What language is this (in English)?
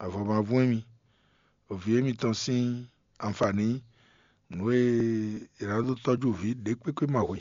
Fon